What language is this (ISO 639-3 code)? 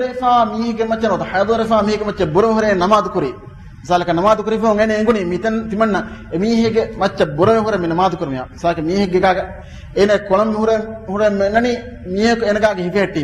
div